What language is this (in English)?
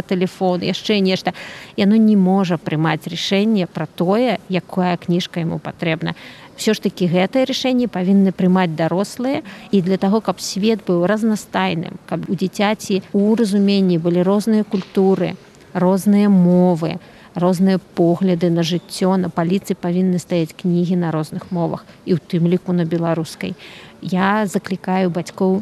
Belarusian